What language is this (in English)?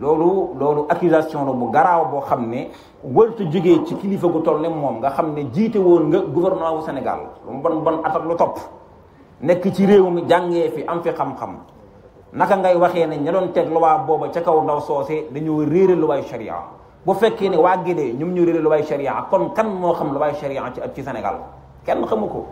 Wolof